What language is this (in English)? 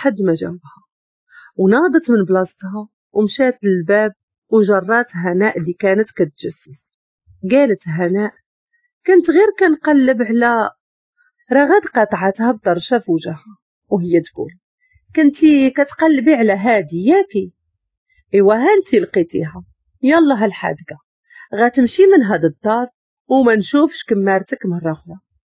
Moroccan Arabic